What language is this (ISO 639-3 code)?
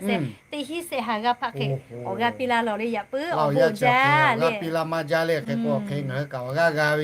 lhu